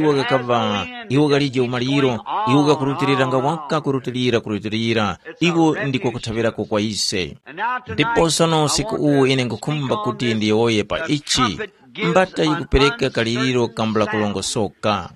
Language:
Tumbuka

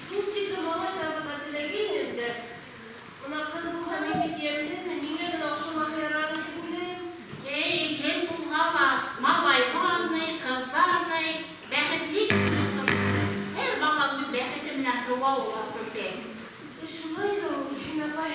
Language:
Bashkir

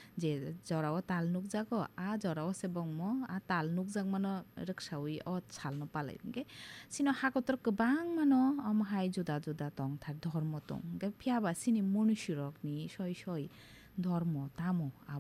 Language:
Kok Borok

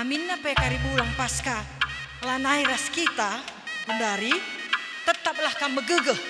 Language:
Batak Karo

